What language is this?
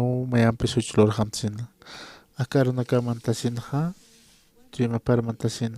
Aymara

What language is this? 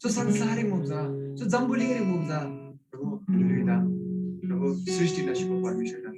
Eastern Tamang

